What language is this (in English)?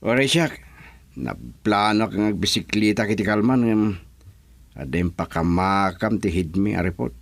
Iloko